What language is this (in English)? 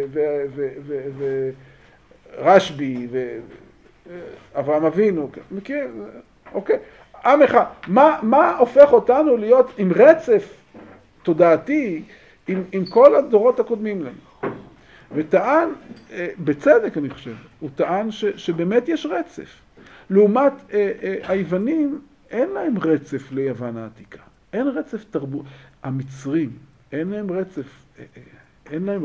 Hebrew